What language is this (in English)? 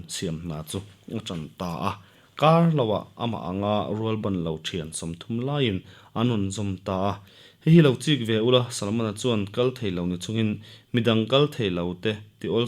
Mizo